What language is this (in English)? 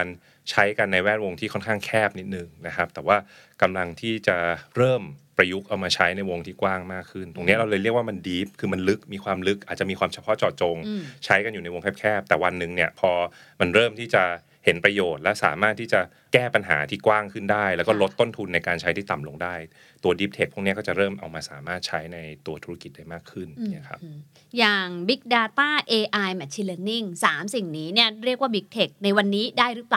Thai